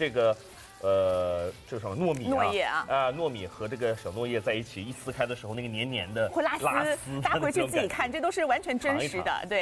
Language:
Chinese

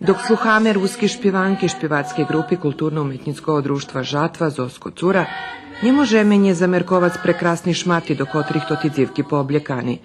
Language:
Rusyn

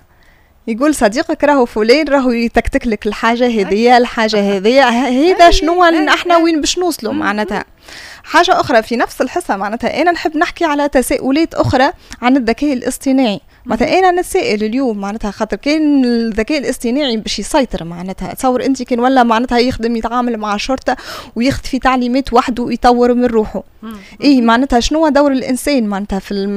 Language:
Tunisian Arabic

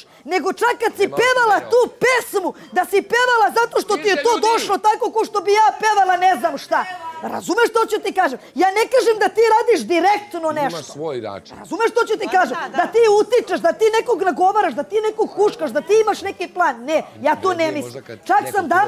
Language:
Serbian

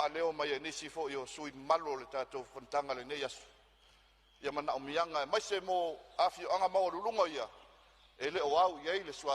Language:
Samoan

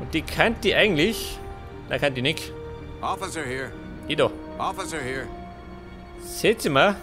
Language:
Bavarian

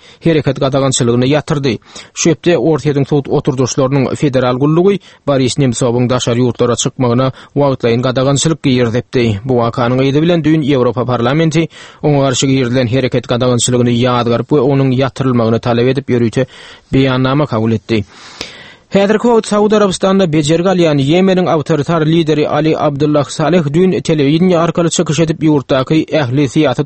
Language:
Turkmen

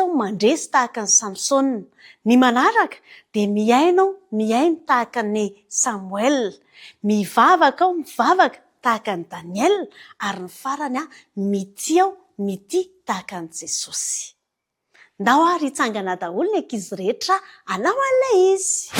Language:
Malagasy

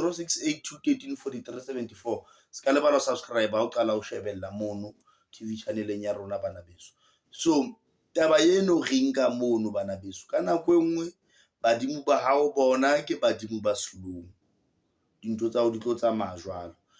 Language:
Southern Sotho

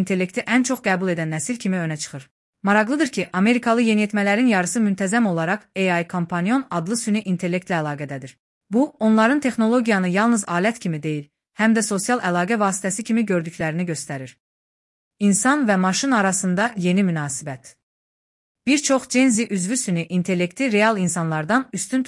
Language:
Azerbaijani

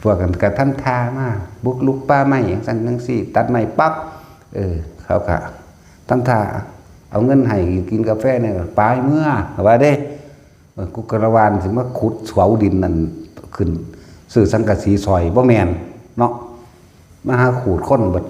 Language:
Northeastern Thai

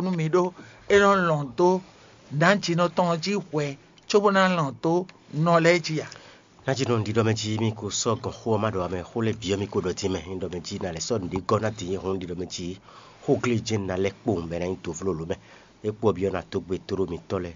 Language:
Fon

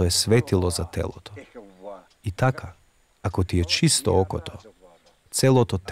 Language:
Macedonian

